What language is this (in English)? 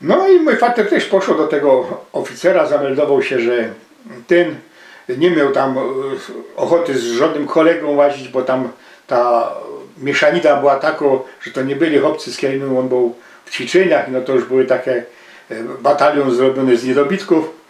Silesian